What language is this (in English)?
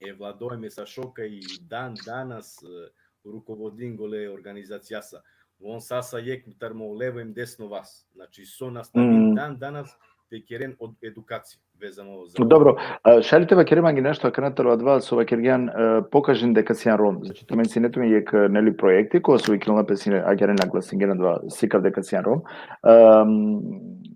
Balkan Romani